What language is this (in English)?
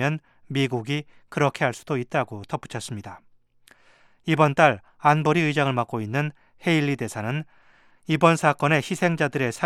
Korean